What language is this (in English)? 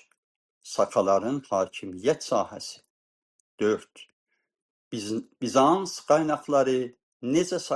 South Azerbaijani